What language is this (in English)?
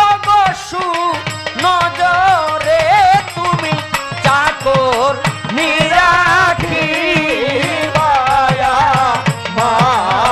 Bangla